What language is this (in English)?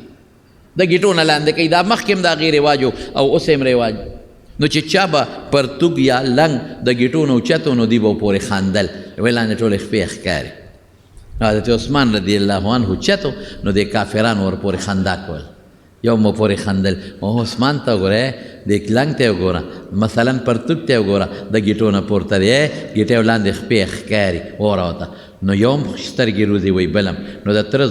Pashto